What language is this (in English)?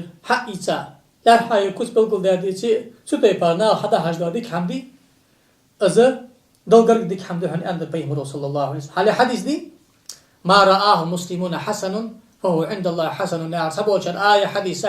Ingush